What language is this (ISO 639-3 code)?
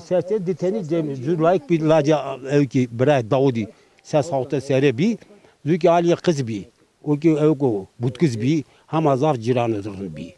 zza